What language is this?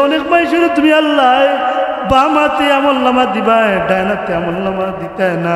Sylheti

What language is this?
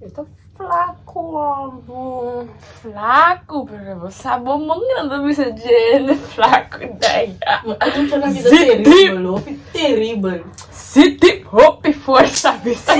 Papiamento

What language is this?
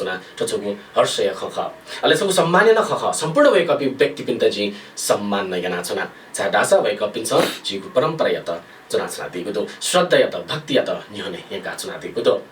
Newari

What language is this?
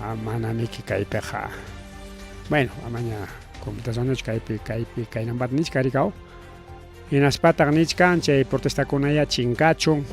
Ayacucho Quechua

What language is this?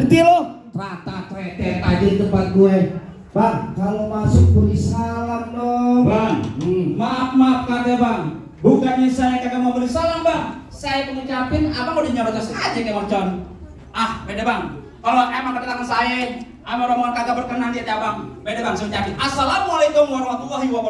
Betawi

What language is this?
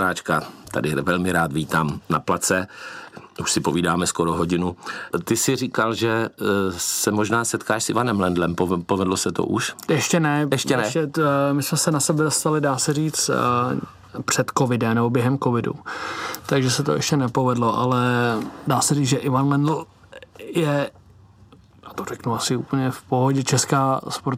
Czech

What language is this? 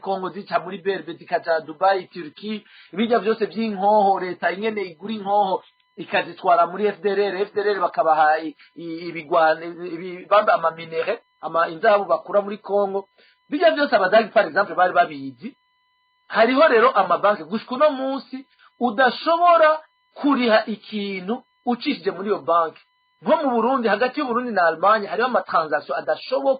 Rundi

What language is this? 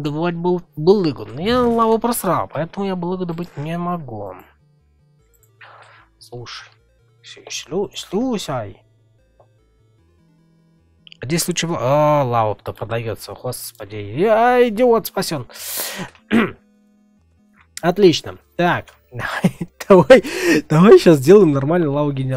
Russian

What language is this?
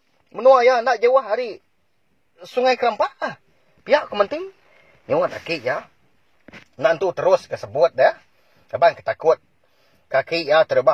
Iban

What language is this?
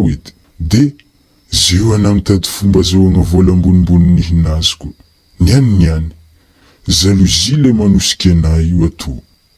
Malagasy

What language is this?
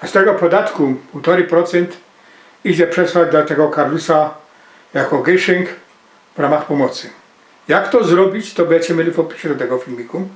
Silesian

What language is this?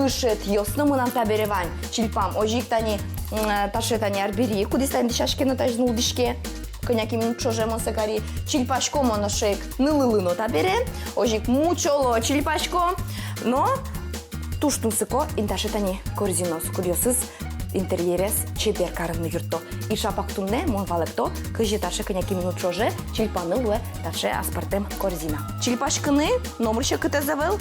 Udmurt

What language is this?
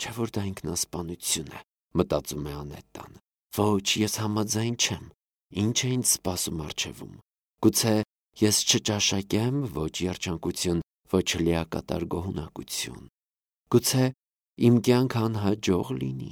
Armenian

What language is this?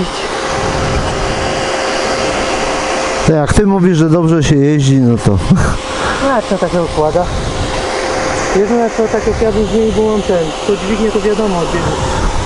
Polish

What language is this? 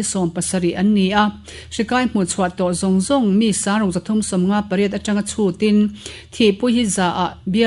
Mizo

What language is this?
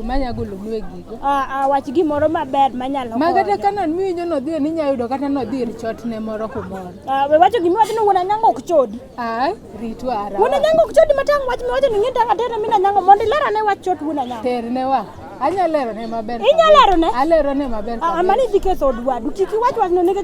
Luo (Kenya and Tanzania)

